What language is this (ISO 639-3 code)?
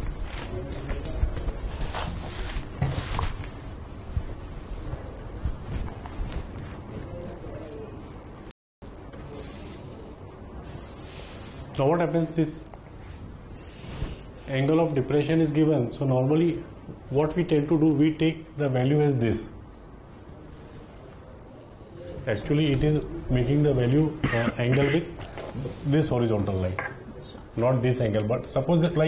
eng